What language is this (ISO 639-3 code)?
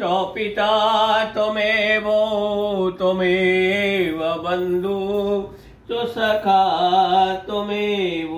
san